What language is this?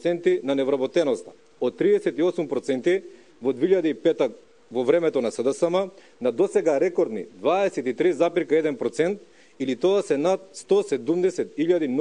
Macedonian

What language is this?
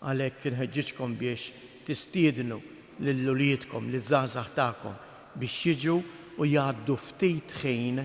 Maltese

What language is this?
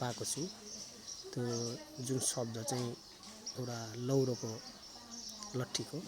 Nepali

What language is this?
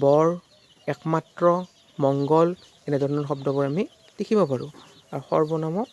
Assamese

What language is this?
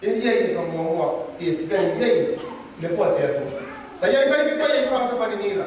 Gilbertese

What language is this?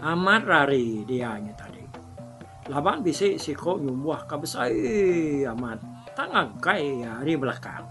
Iban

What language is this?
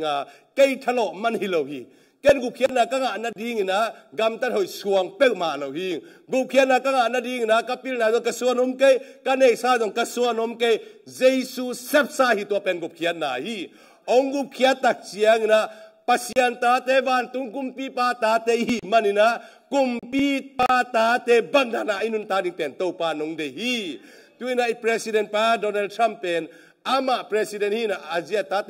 Tedim Chin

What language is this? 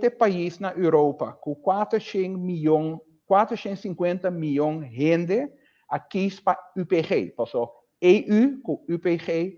Papiamento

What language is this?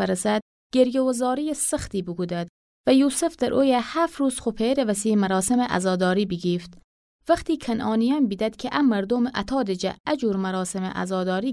Gilaki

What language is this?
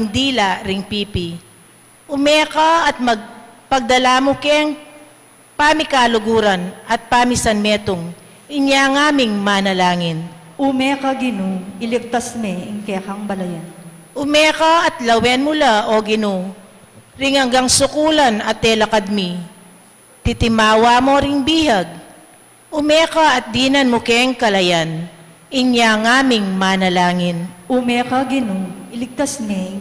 Pampanga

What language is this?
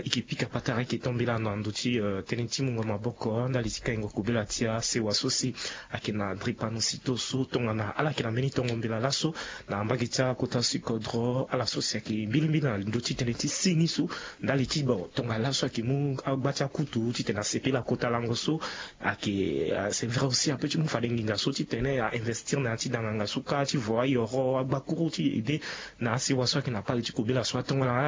Sango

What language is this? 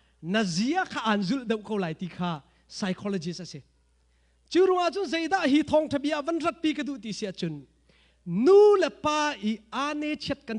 Hakha Chin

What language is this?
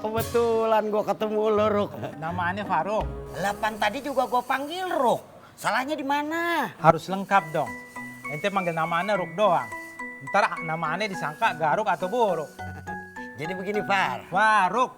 Betawi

